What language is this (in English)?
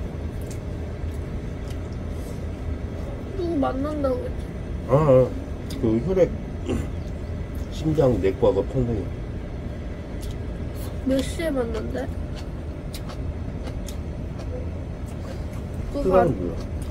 Korean